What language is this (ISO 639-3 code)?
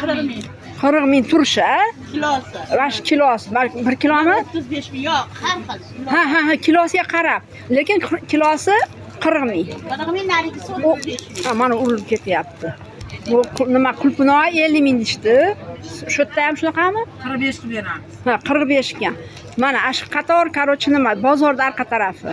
uzb